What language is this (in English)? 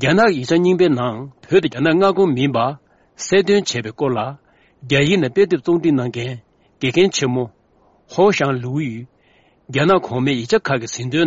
Tibetan